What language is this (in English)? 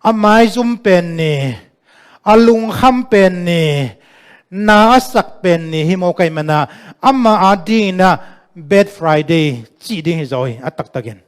Tedim Chin